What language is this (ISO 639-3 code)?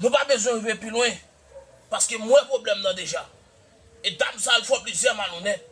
hat